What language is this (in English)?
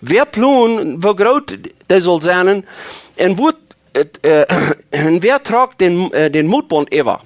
Plautdietsch